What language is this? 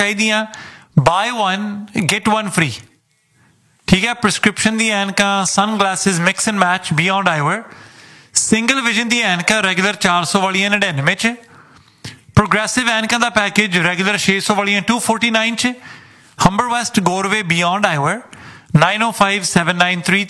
Punjabi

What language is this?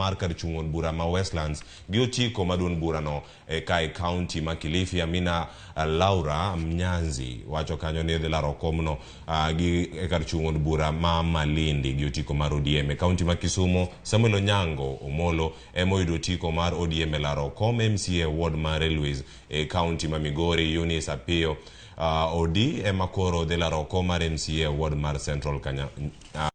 Luo (Kenya and Tanzania)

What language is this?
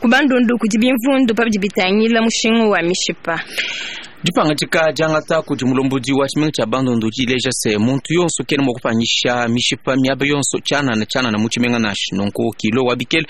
Luba-Lulua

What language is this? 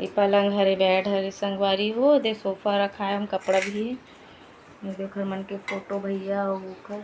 Chhattisgarhi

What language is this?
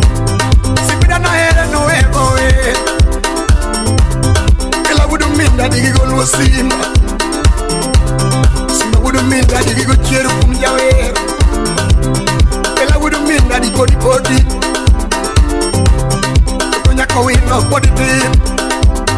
Luo (Kenya and Tanzania)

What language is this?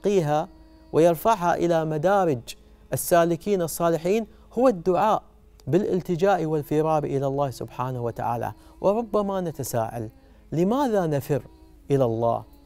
Arabic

